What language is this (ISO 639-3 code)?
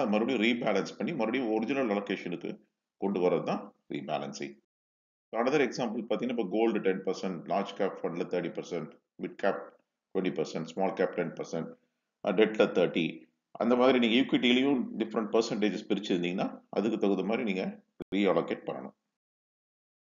tam